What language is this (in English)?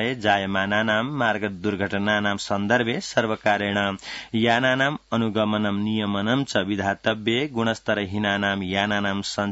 Sanskrit